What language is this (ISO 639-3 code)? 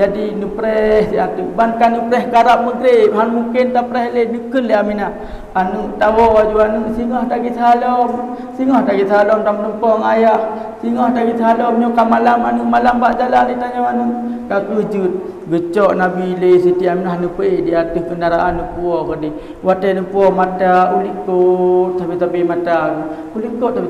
ace